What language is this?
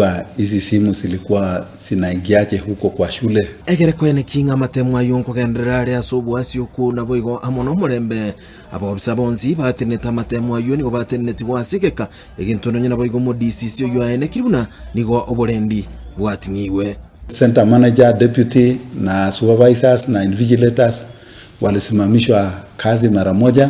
Gusii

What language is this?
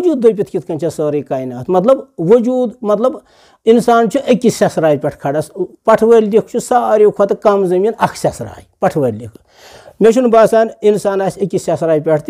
Kashmiri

